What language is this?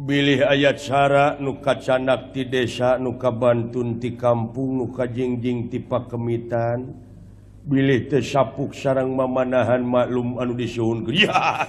Sundanese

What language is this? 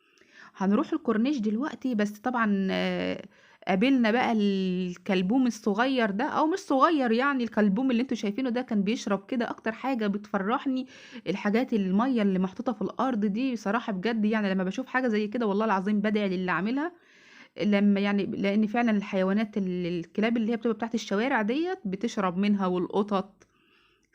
Egyptian Arabic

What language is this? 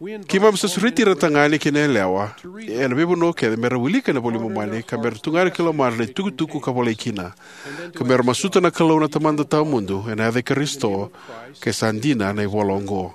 Fijian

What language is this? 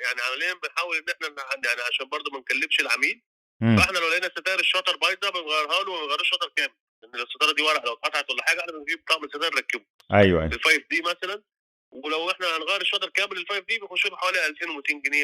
Egyptian Arabic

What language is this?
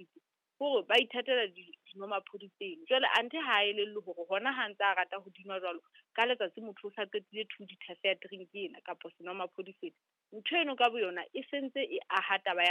Southern Sotho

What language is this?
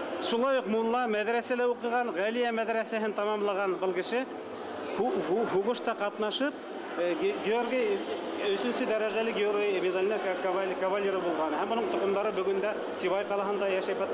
Bashkir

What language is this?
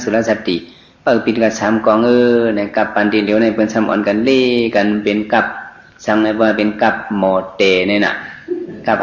Shan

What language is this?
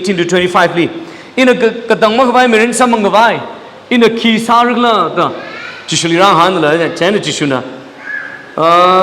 Tangkhul Naga (India)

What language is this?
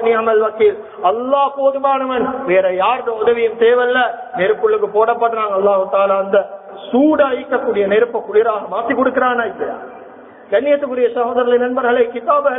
Tamil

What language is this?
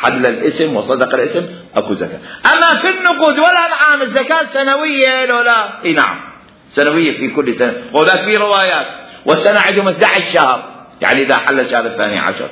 Mesopotamian Arabic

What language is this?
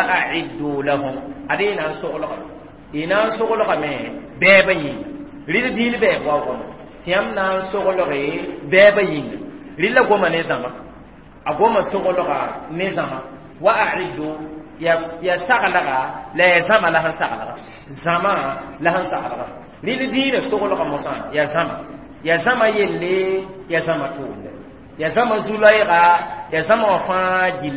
Mossi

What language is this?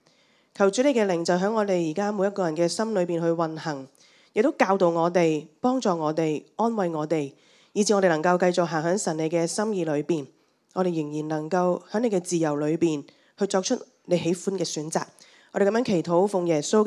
Cantonese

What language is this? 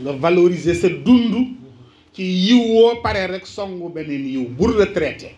Wolof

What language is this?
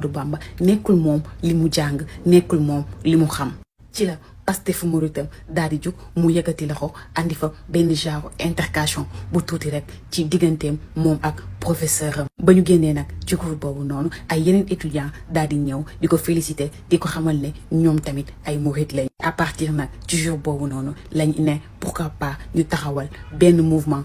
Wolof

